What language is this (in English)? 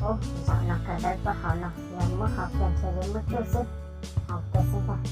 Hmong